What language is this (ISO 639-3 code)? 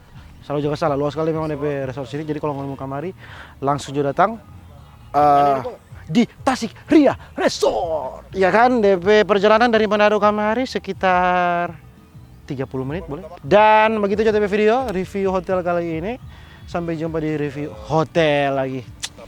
xmm